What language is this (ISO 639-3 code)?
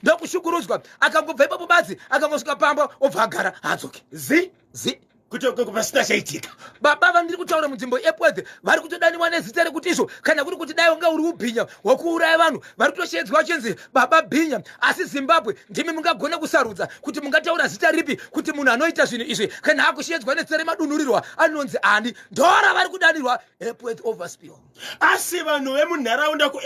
sna